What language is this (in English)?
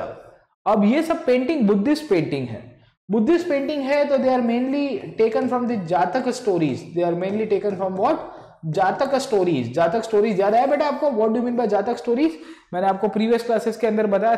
Hindi